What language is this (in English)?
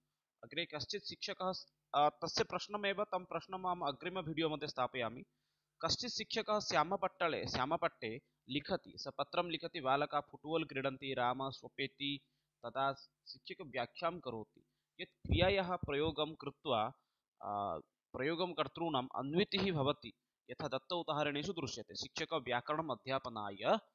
Sanskrit